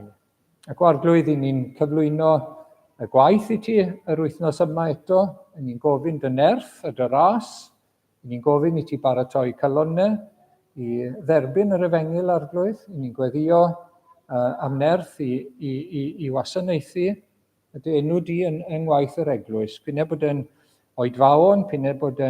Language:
Welsh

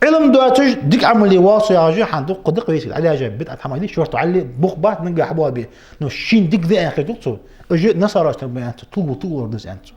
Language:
Ingush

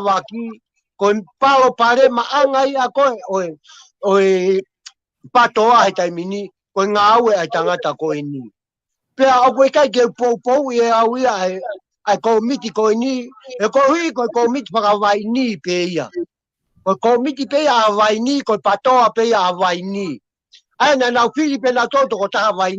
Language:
Tongan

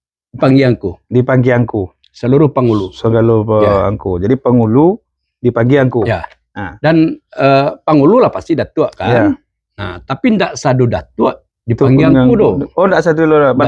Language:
Minangkabau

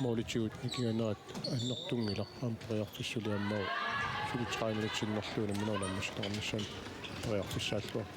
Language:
Kalaallisut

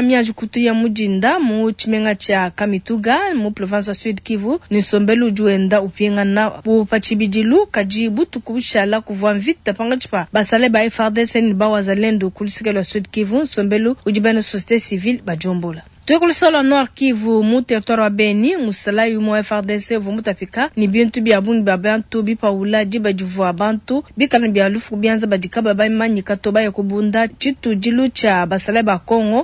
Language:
Luba-Lulua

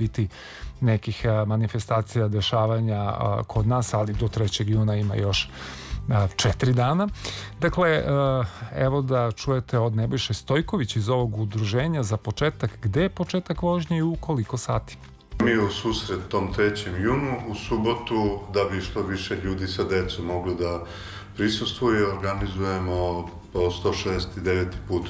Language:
Serbian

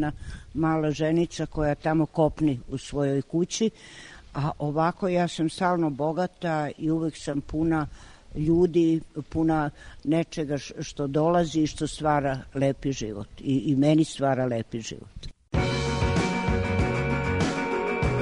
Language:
Serbian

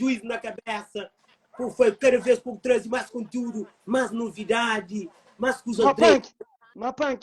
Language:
Kabuverdianu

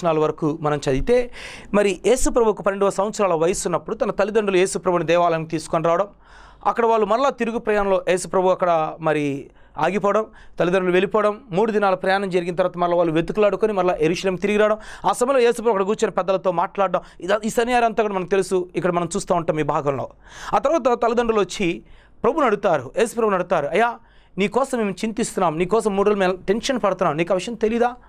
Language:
Telugu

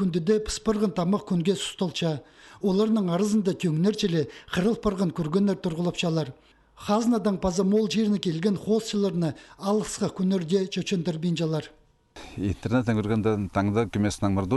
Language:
Khakas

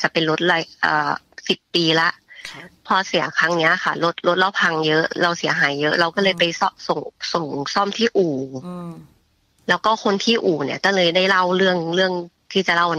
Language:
Thai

